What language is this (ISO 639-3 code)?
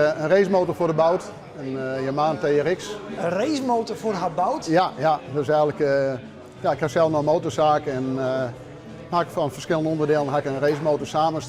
fry